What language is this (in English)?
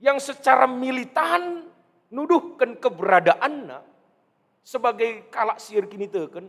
Batak Karo